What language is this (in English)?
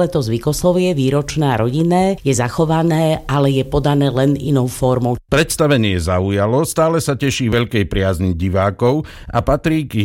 Slovak